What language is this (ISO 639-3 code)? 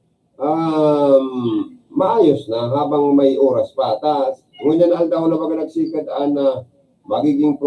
bik